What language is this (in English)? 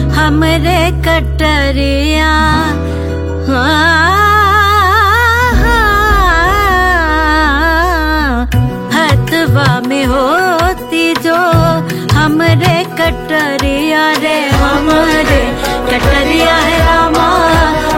Bhojpuri